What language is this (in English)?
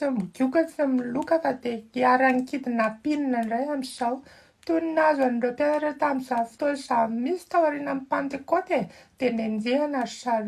Malagasy